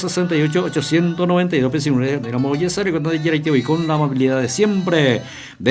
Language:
Guarani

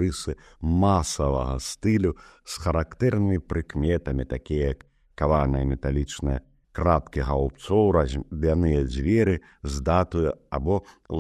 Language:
Belarusian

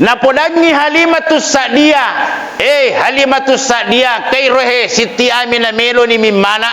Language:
Buginese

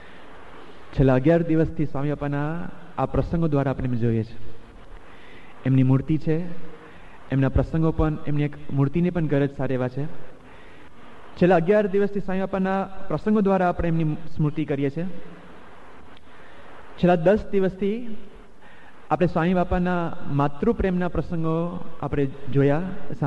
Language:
Gujarati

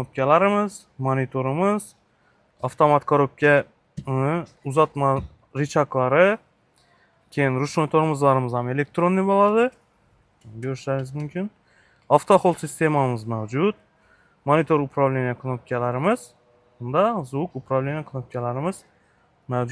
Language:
Uzbek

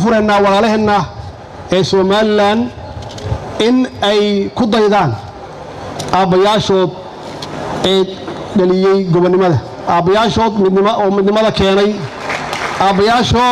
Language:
Somali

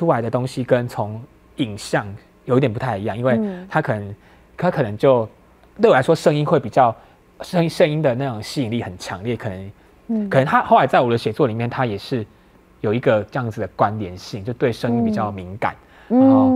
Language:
Chinese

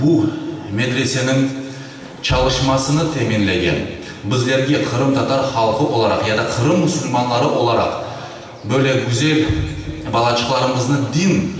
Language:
Crimean Tatar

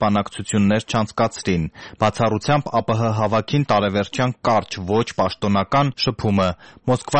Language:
Armenian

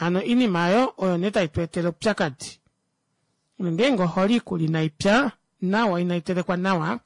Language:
Kuanyama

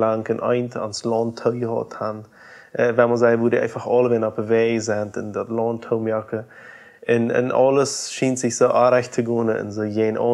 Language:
Plautdietsch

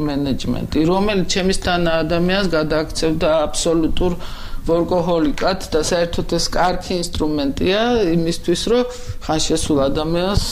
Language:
Georgian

